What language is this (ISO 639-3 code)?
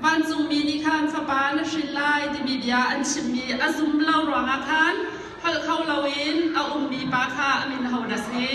cnh